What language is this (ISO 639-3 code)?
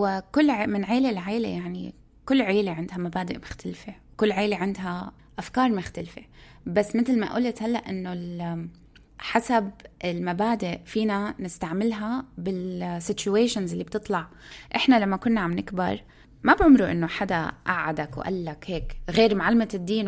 apc